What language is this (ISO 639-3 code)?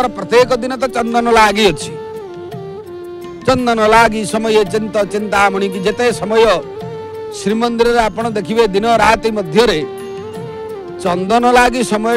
ori